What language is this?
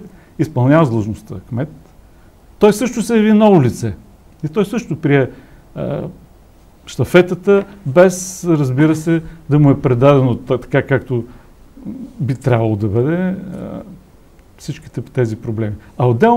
Bulgarian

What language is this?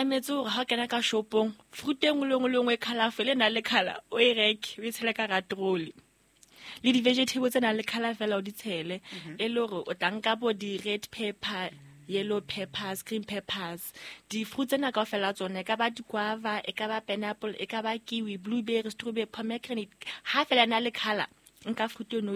Southern Sotho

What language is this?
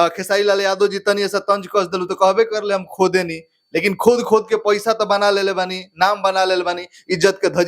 Bhojpuri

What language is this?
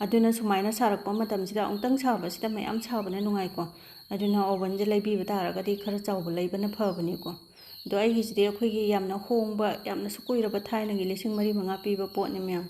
Manipuri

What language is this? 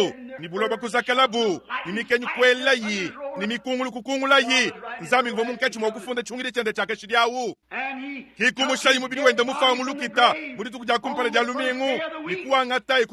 Luba-Lulua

